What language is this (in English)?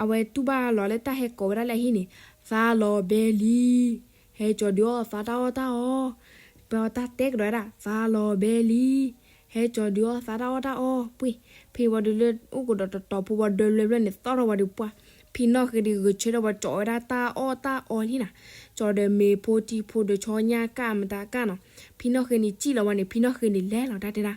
S'gaw Karen